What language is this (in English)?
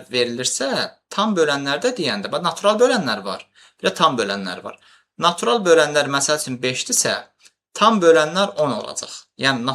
Azerbaijani